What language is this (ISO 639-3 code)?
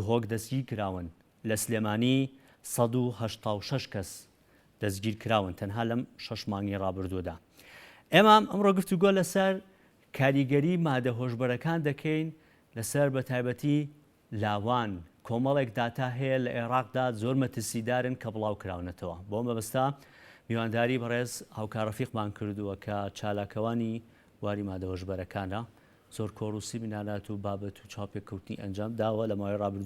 ckb